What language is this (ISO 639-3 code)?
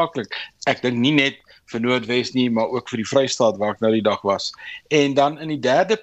afr